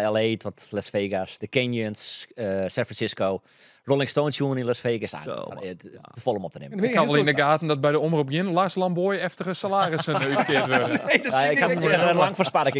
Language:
Western Frisian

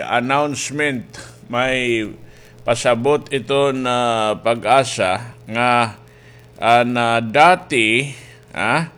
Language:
Waray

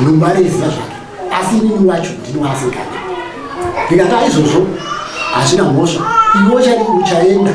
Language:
Shona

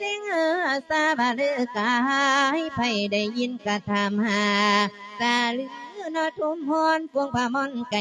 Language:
Lao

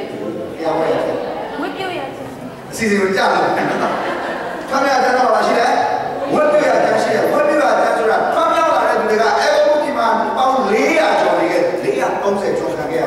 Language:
Burmese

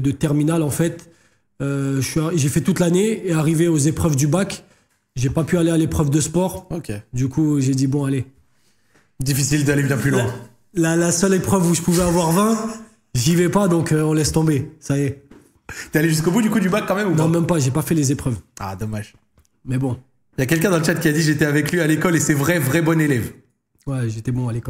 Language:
French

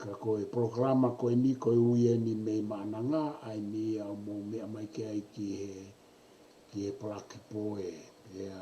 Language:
Tongan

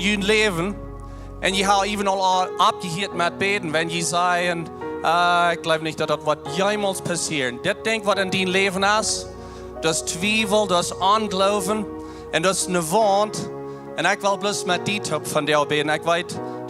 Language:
Plautdietsch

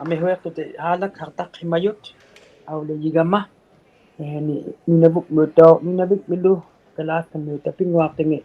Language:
Inuktitut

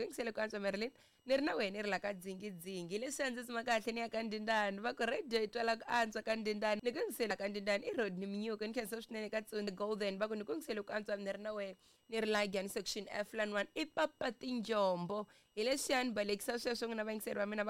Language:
Tsonga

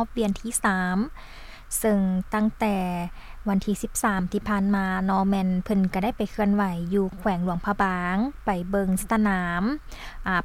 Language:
Lao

